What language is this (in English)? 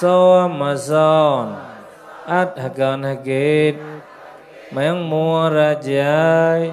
Mon